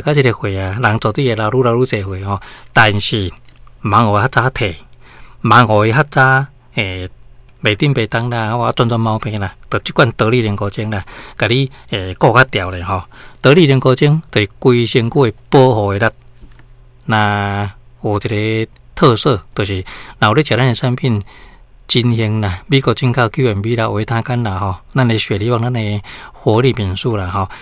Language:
Min Nan Chinese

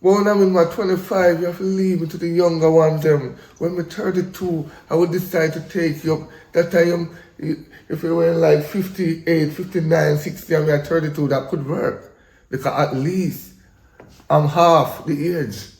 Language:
Jamaican Creole English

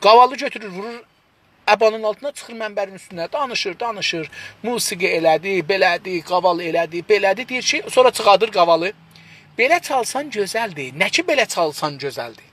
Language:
South Azerbaijani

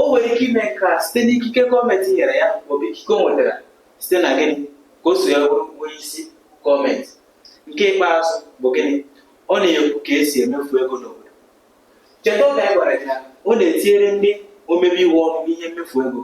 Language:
Igbo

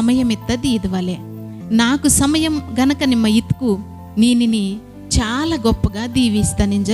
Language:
Koya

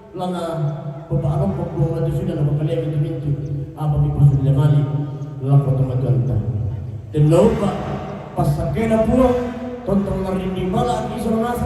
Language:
Toraja-Sa'dan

